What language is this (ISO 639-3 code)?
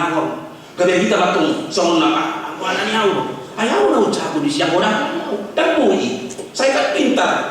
bbc